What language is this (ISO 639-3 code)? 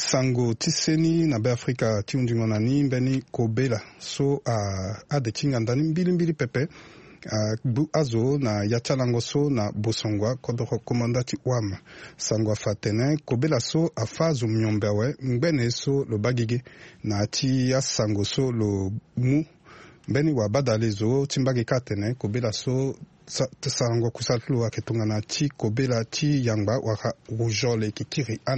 sag